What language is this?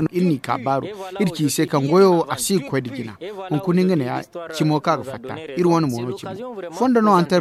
Zarma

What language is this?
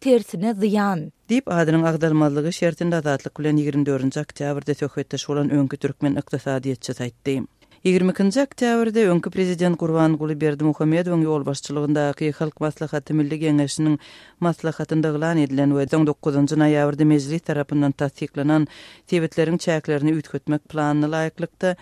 Turkmen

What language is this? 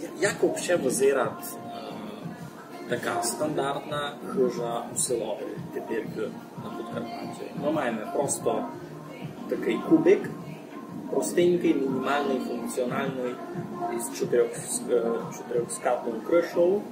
Rusyn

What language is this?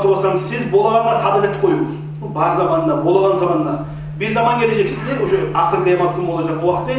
Kumyk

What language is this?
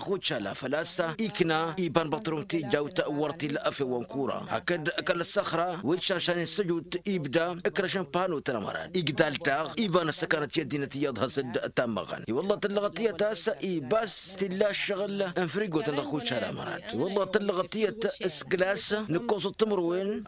Tamasheq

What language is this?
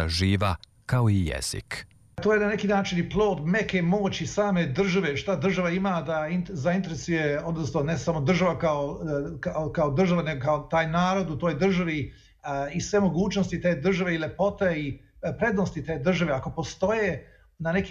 Serbian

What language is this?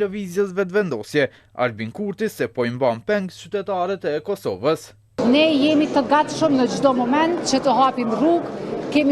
Albanian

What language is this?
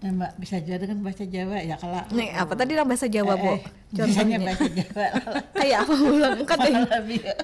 Banjar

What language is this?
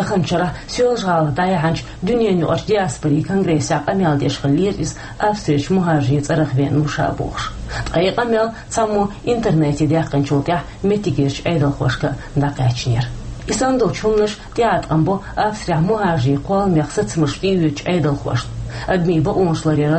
Chechen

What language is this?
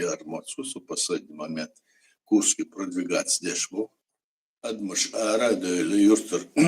Chechen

